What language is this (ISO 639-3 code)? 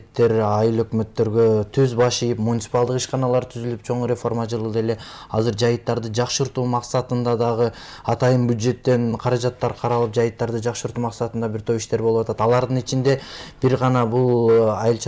kir